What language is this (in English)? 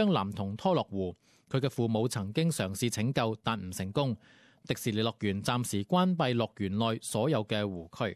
Cantonese